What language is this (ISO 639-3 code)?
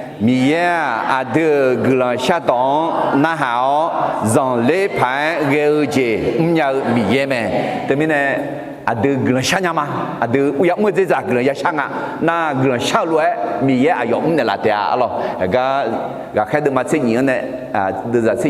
ahk